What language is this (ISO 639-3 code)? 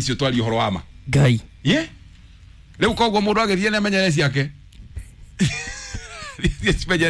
kik